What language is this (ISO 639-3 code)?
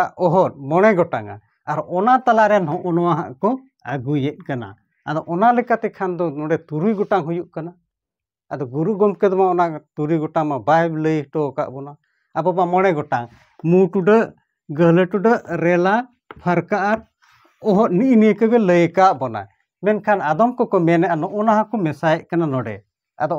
sat